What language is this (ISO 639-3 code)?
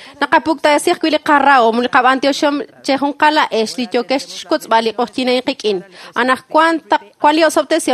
kek